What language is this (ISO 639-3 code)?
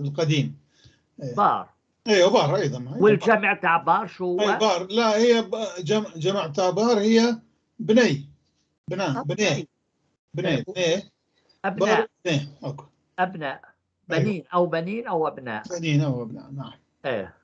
apc